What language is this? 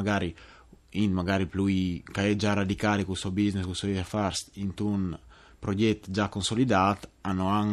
Friulian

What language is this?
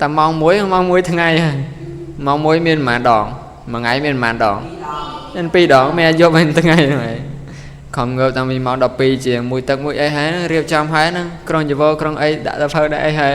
Khmer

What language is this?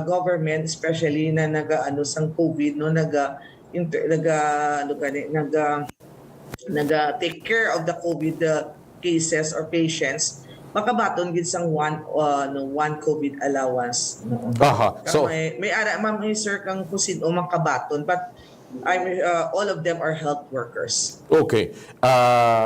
Hiligaynon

